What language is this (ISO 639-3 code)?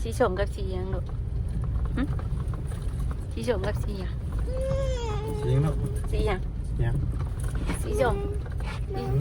tts